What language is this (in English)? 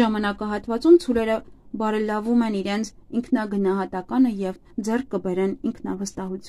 Armenian